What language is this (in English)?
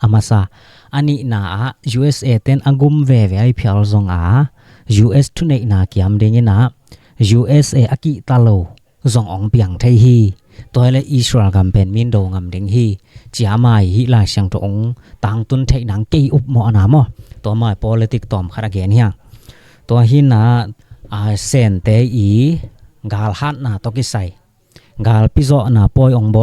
Tedim Chin